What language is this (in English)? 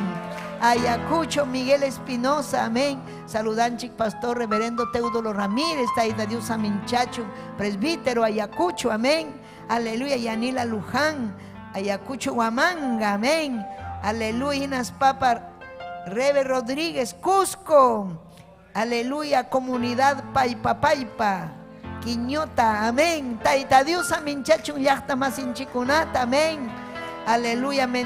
Ayacucho Quechua